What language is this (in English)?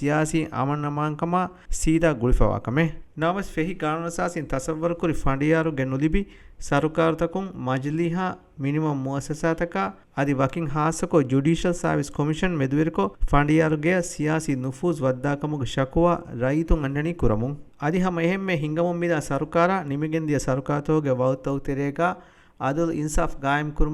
Divehi